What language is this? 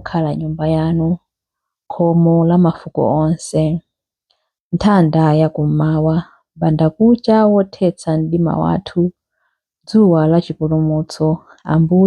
Nyanja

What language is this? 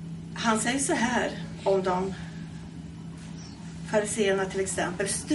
Swedish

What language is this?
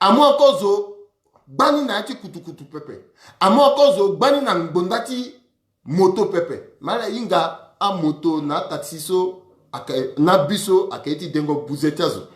Sango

